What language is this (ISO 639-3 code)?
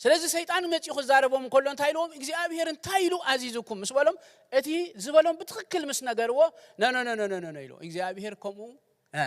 tir